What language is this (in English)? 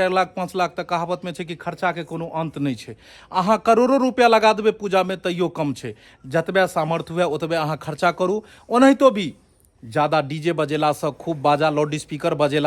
Maithili